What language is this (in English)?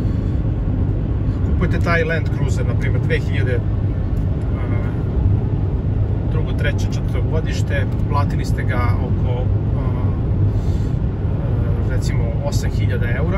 Serbian